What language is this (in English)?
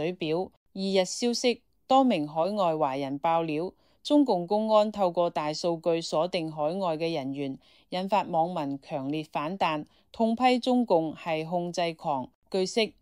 Cantonese